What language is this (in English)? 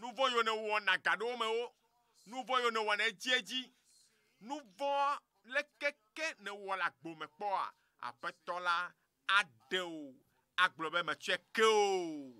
Ewe